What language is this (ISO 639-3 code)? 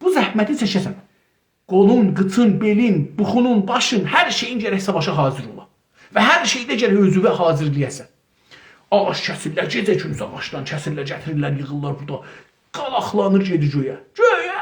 azb